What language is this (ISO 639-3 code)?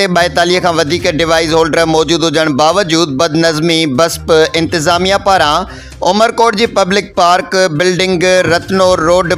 snd